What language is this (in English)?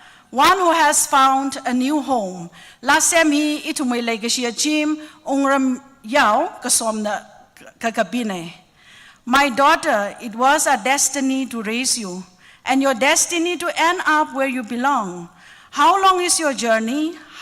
Tangkhul Naga (India)